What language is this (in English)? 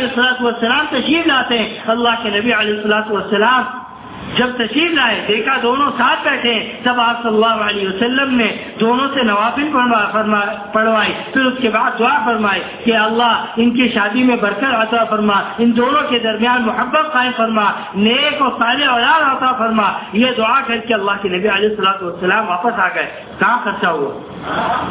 Urdu